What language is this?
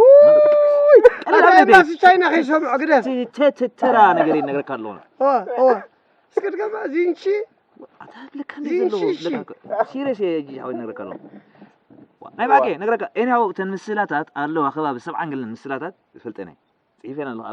Tigrinya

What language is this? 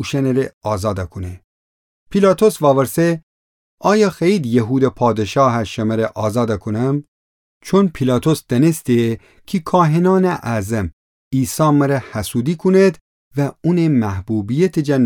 Gilaki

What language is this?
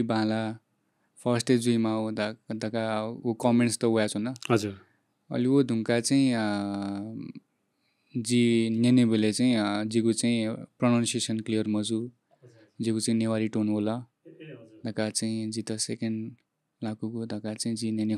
Newari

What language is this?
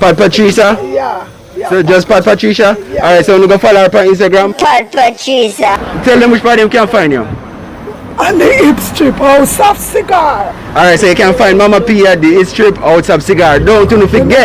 Jamaican Creole English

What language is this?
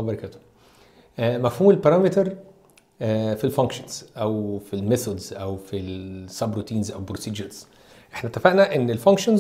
Egyptian Arabic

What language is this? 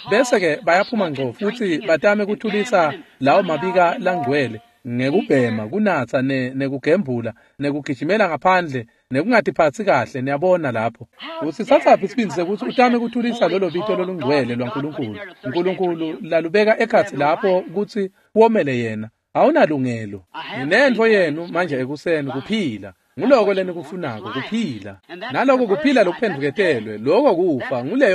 Swati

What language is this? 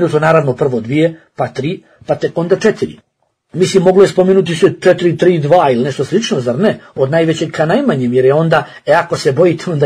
Bosnian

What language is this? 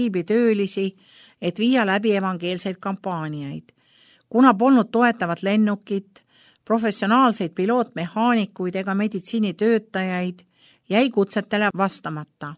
Estonian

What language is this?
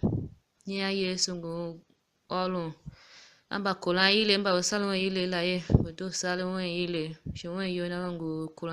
Tiv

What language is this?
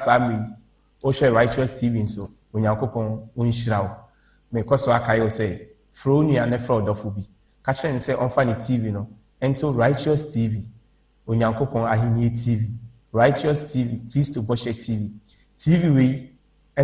Akan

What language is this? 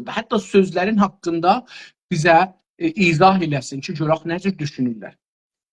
South Azerbaijani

